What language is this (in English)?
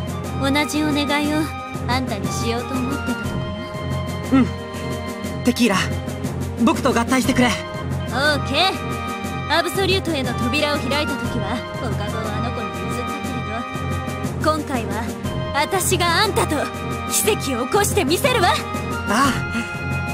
Japanese